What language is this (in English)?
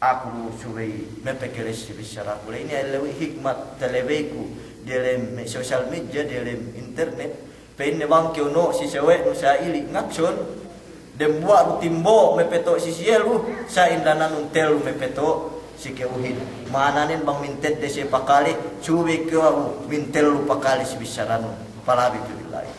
Yakan